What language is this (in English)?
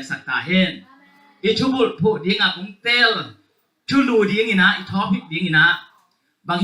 Tedim Chin